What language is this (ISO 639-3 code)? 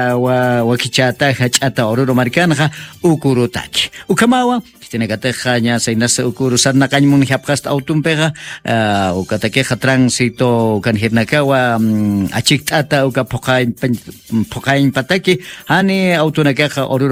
aym